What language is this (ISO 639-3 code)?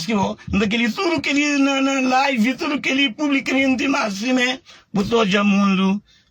kea